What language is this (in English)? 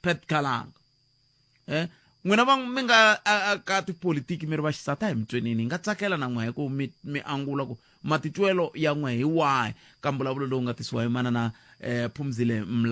Tsonga